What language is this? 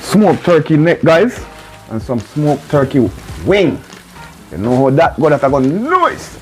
Jamaican Creole English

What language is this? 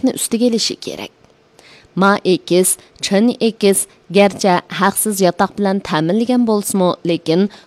Uyghur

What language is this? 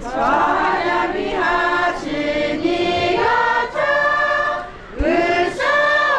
Lahu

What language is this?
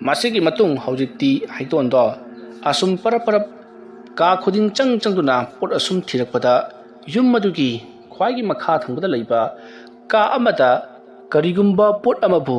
Manipuri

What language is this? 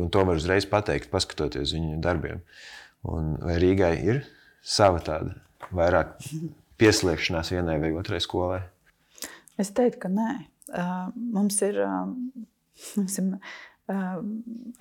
Latvian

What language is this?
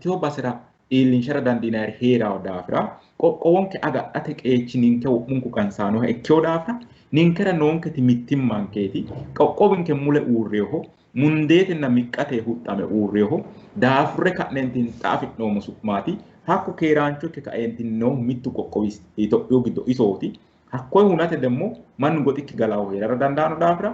Sidamo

